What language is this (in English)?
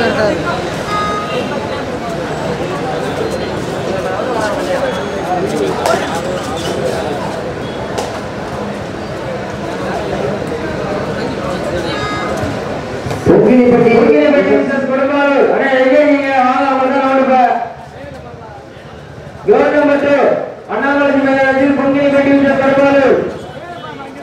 Tamil